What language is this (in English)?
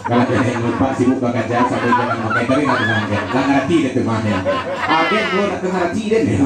Minangkabau